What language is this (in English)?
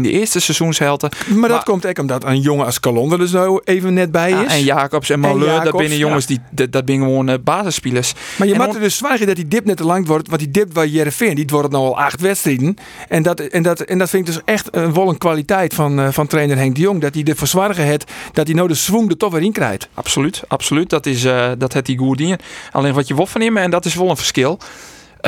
Western Frisian